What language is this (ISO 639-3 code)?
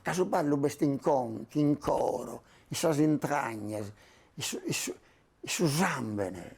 srd